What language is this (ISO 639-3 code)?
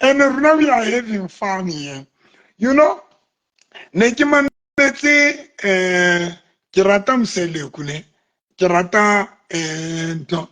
sot